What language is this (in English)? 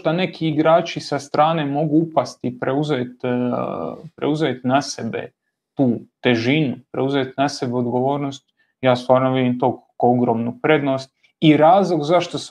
Croatian